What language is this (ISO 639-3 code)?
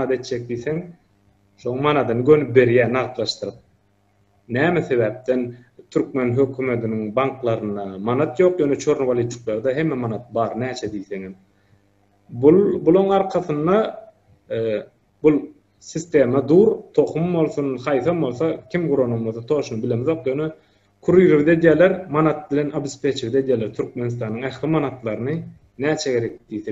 tuk